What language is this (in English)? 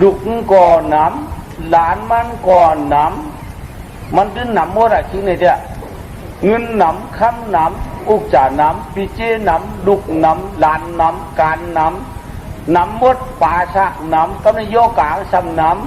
Shan